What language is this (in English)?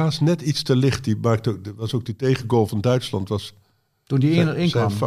Dutch